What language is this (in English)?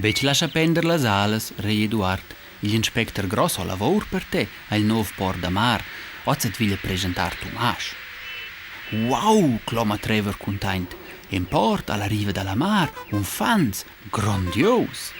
Romansh